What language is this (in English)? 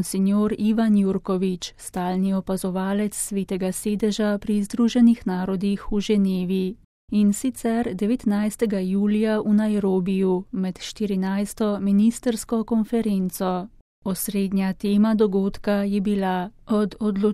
Slovenian